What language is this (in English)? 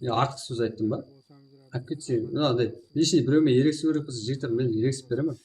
Kara-Kalpak